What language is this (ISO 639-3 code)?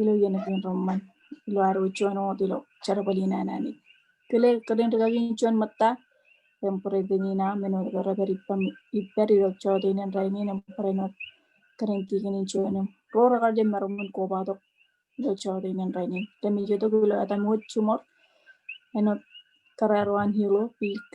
mah